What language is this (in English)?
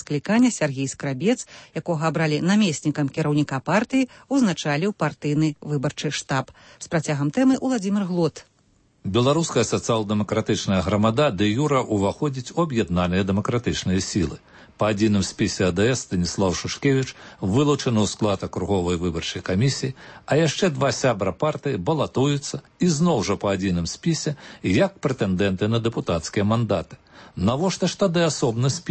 Belarusian